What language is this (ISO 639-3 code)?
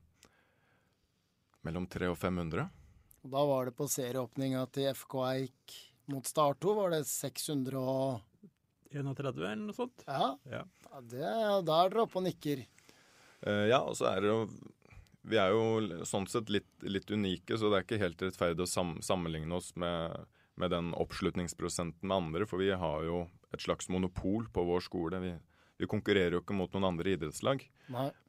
nor